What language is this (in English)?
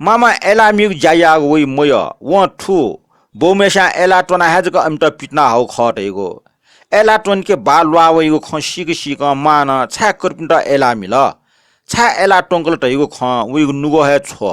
Newari